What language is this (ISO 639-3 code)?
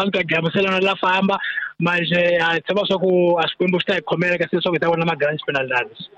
tso